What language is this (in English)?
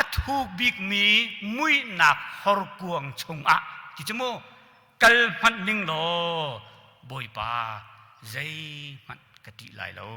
Hakha Chin